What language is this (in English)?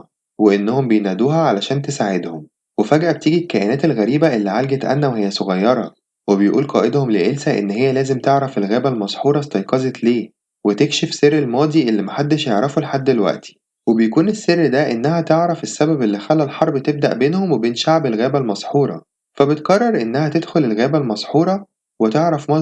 Egyptian Arabic